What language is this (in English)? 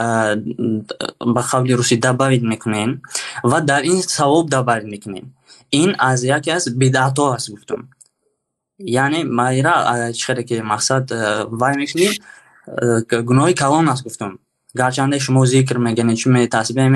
Tajik